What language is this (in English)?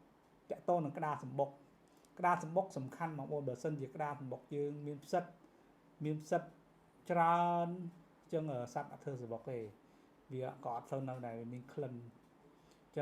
Khmer